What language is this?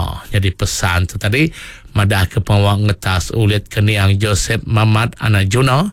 Iban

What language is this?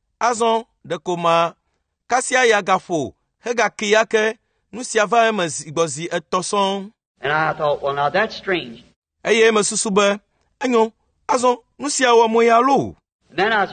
Ewe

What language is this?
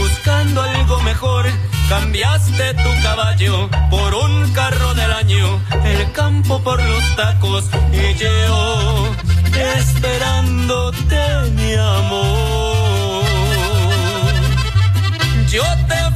Spanish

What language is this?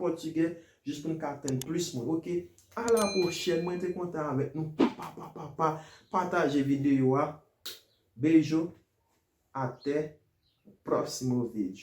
Haitian Creole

